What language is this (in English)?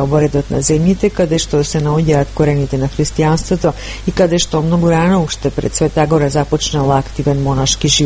Macedonian